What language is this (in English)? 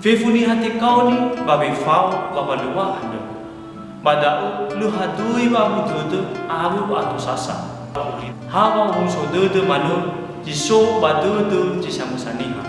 Nias